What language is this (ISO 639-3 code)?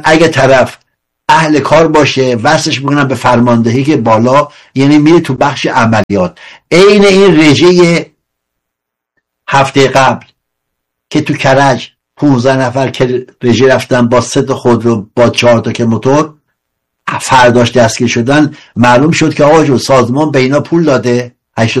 fas